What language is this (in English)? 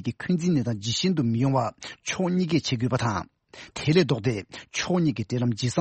Tibetan